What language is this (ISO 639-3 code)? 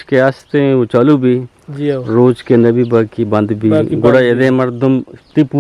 bgp